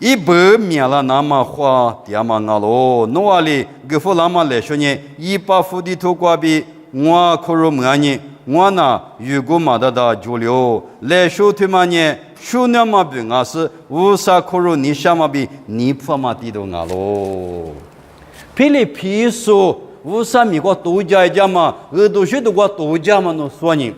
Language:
Lisu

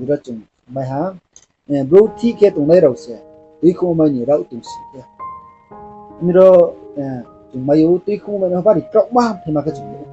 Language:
Riang (India)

